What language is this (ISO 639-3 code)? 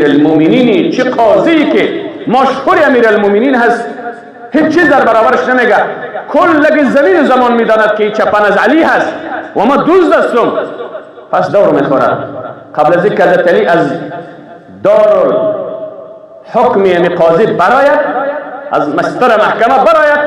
fas